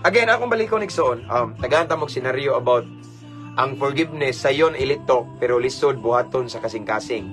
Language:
Cebuano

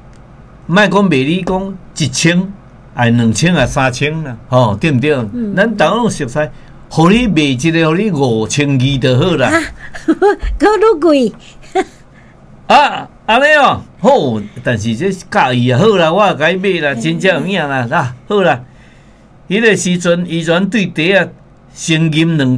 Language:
Min Nan Chinese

